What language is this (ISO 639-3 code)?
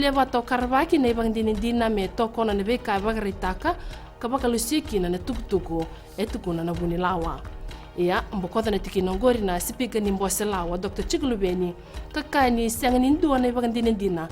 fij